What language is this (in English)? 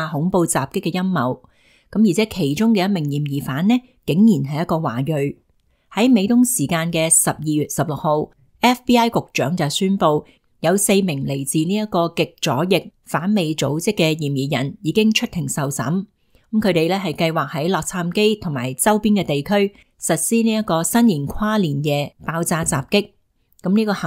Cantonese